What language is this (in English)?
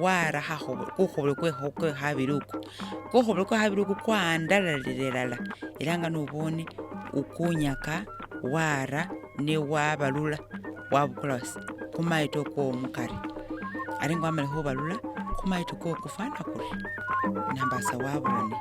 Masaaba